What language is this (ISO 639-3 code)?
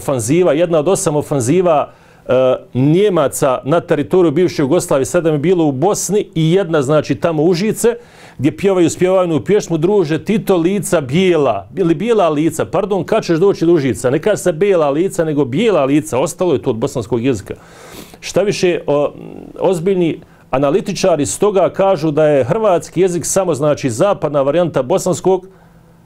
bos